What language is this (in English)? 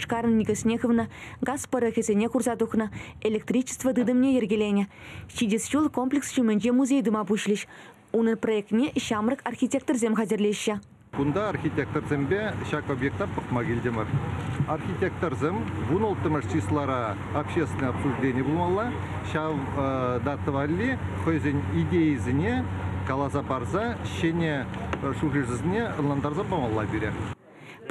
Chuvash